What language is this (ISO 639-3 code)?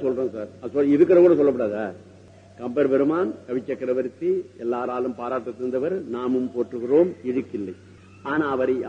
tam